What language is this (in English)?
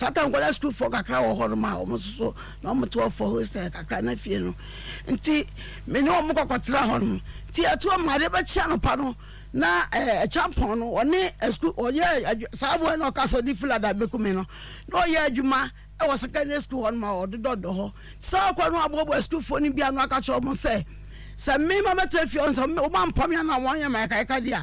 Akan